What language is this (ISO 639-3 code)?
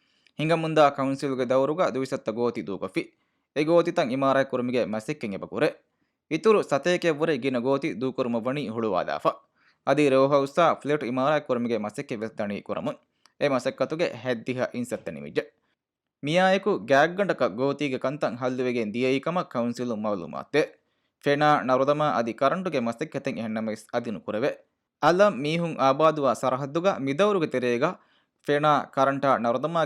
div